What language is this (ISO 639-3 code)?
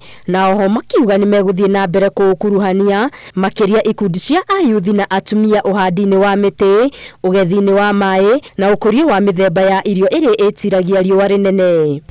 kik